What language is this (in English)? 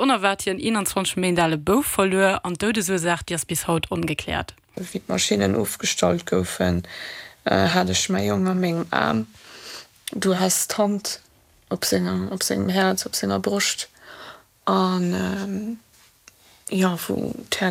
Luxembourgish